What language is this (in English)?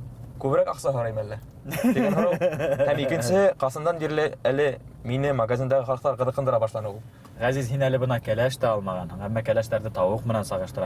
Bashkir